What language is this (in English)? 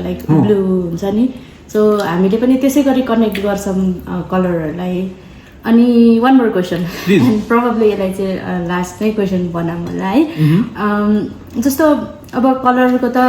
Nepali